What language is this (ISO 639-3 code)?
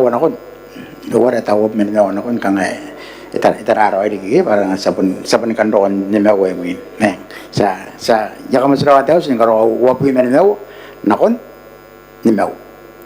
gil